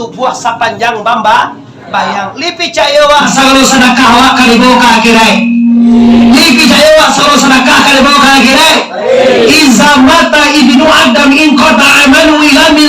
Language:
Minangkabau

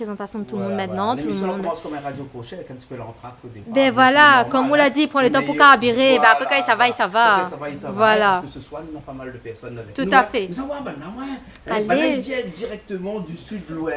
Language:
Réunion Creole French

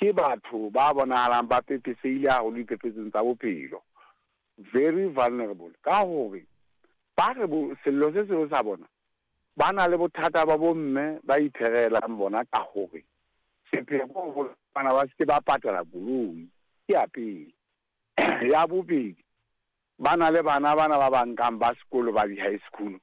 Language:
Southern Sotho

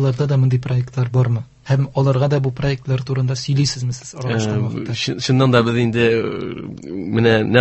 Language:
Tatar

